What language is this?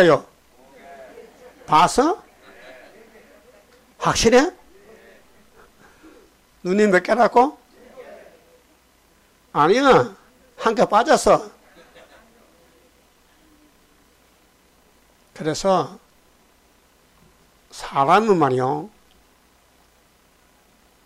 Korean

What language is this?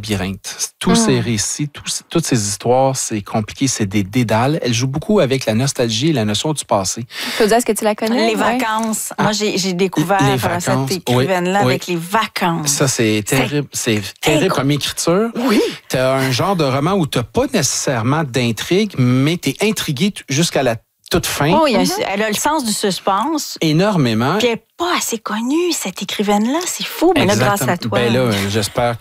French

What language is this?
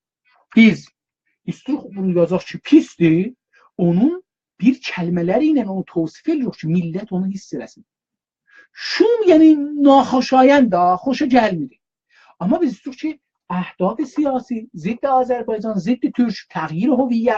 South Azerbaijani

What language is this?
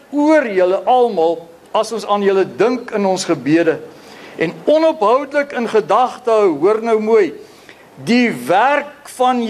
Afrikaans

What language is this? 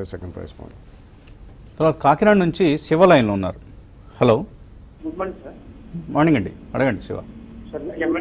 Telugu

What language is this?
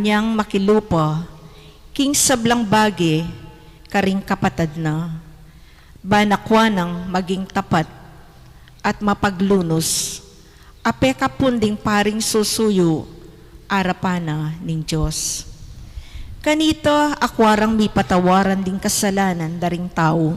Pampanga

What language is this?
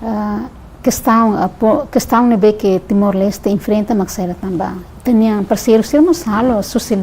Tetum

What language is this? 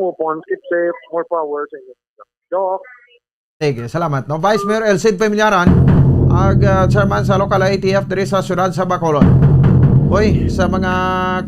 Hiligaynon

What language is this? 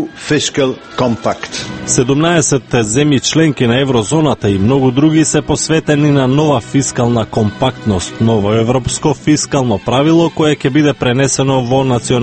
Macedonian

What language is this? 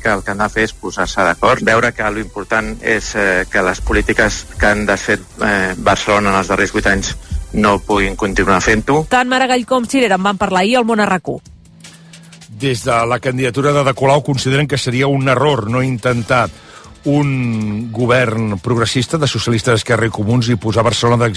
Catalan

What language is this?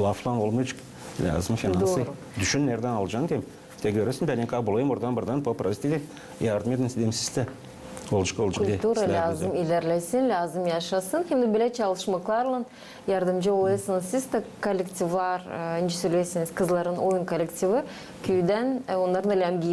Gagauz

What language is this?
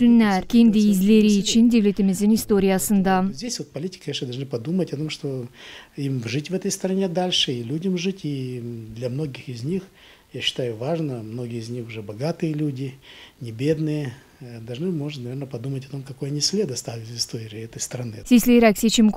Gagauz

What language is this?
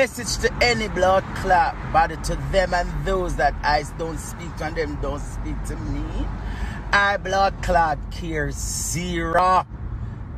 Jamaican Creole English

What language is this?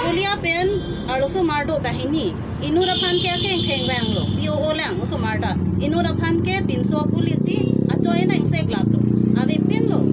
Karbi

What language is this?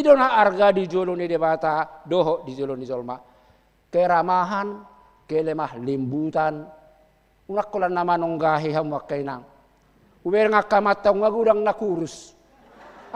Batak Toba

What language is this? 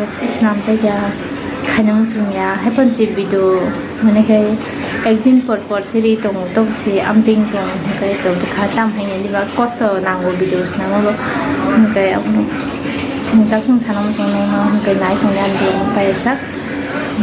Kok Borok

